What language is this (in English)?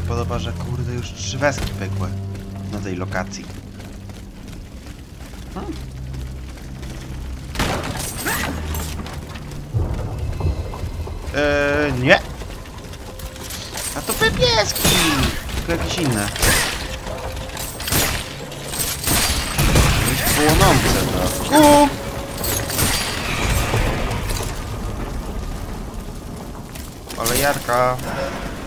Polish